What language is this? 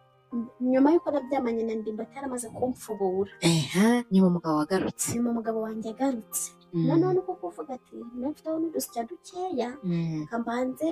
Kinyarwanda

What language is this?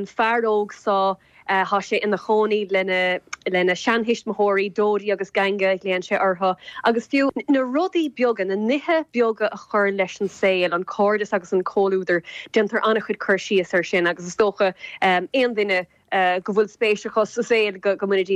Irish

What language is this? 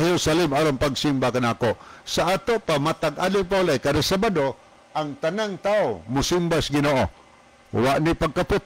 Cebuano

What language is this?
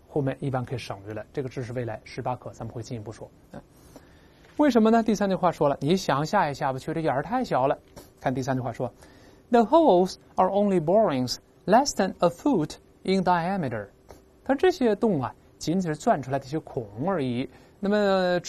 Chinese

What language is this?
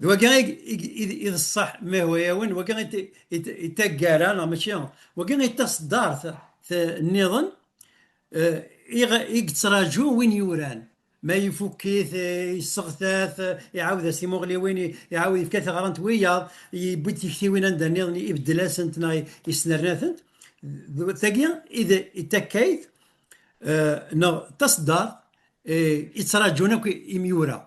Kabyle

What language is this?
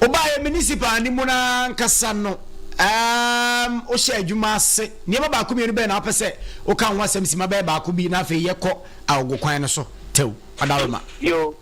Akan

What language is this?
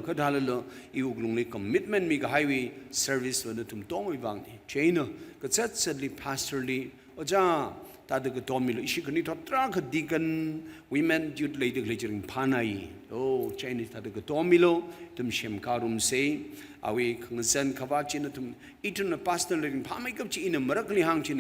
Tangkhul Naga (India)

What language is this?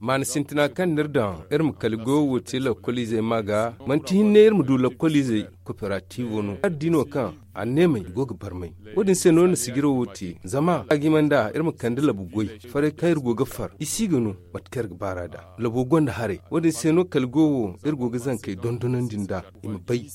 Zarma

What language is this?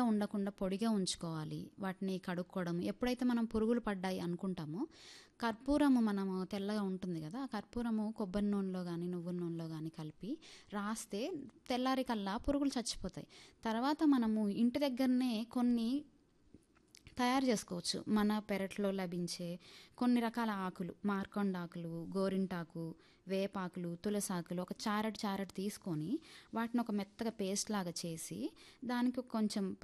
Telugu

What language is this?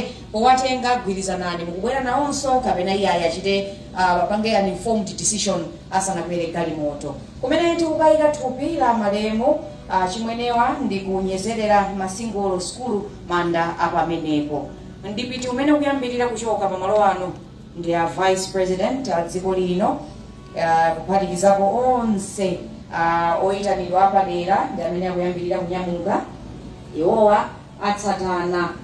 Nyanja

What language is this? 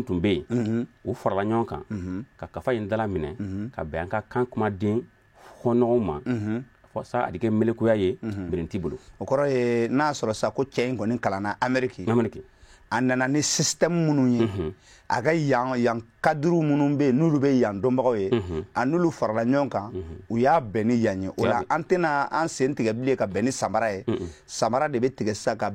Bambara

